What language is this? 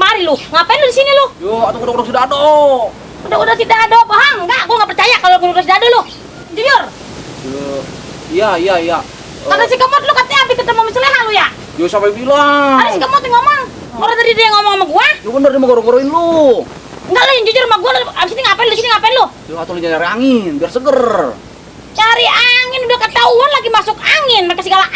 Betawi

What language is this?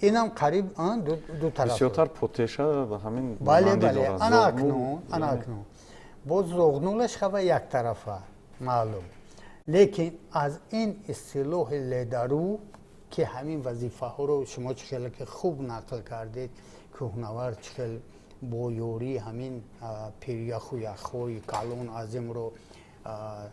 Tajik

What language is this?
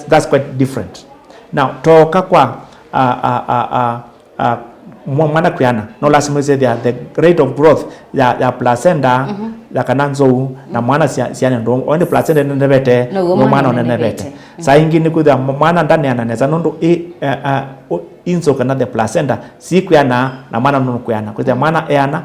Kamba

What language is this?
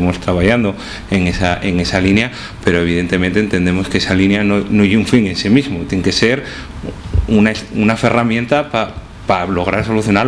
Asturian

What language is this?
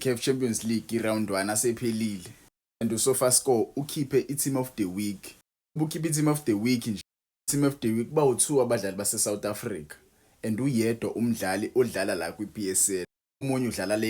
Zulu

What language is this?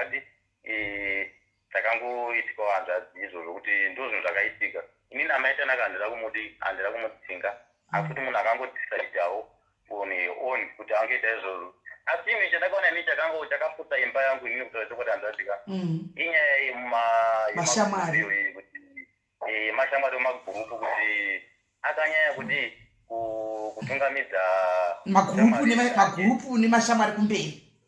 Shona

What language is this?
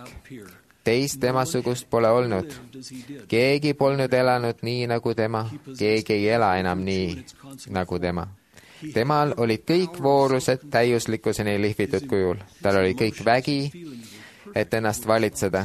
Estonian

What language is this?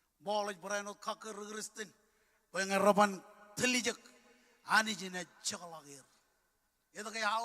Marshallese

